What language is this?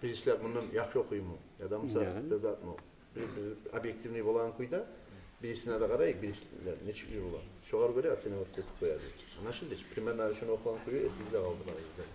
Kumyk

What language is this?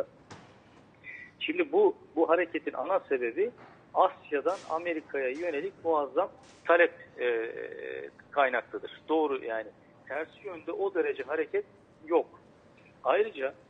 Turkish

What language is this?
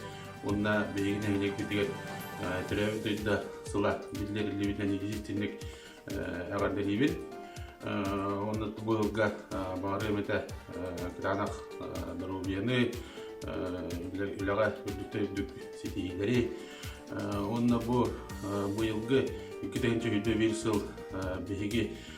Yakut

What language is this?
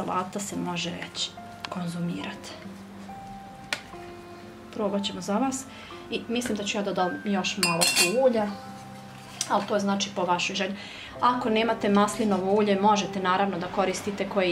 Croatian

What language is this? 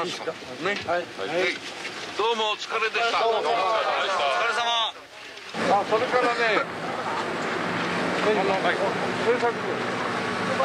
Japanese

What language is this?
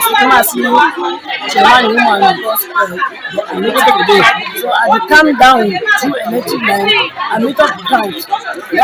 Cameroon Pidgin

